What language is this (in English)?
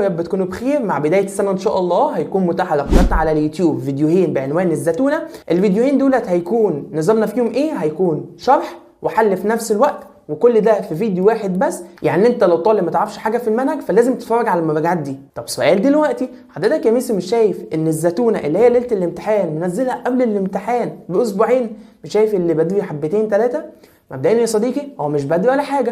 Egyptian Arabic